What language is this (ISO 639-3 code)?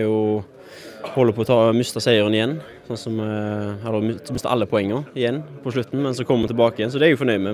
nor